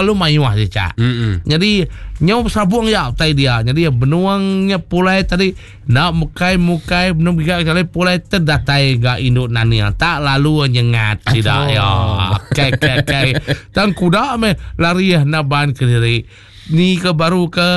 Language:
Iban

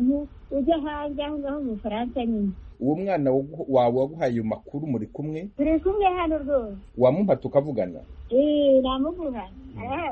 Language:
Kinyarwanda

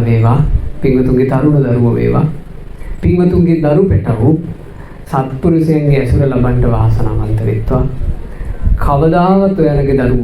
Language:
Sinhala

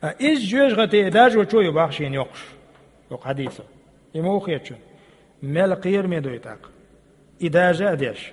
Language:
Chechen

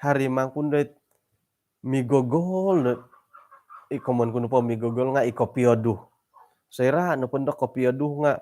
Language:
Central Dusun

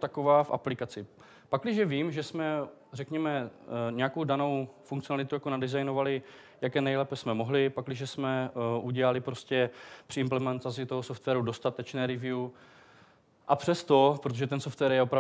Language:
Czech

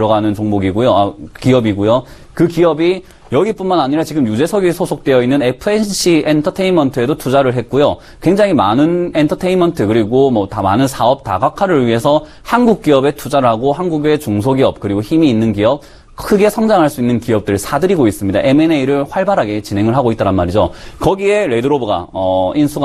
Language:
Korean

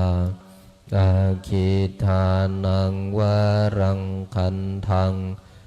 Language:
Pali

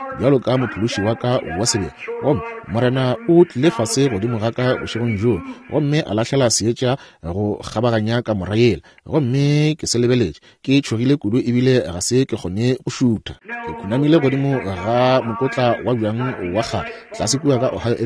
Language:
Northern Sotho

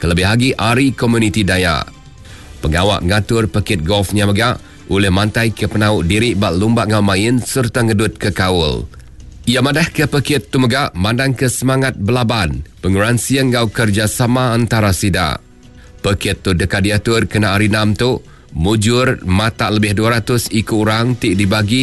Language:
Iban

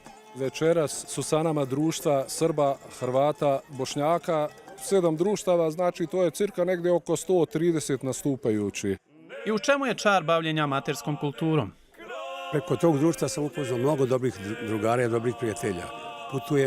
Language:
Bosnian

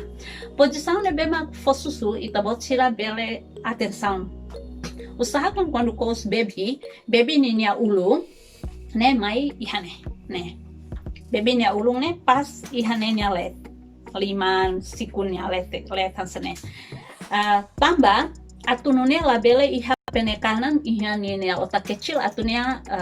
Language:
Tetum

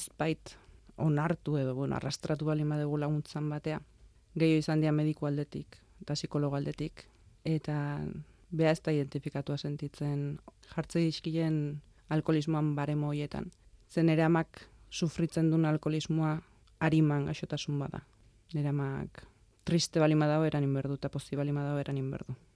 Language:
Basque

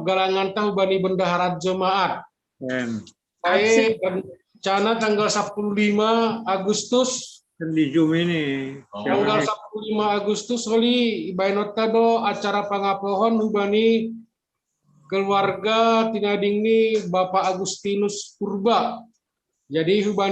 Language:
Batak Simalungun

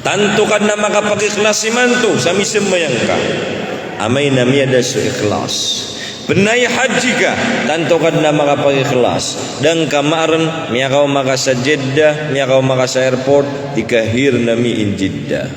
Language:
Maranao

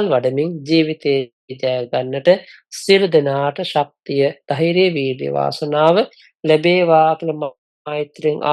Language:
Sinhala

